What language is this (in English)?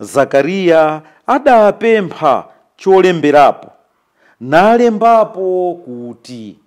Nyanja